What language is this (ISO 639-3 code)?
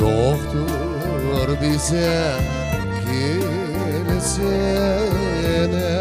crh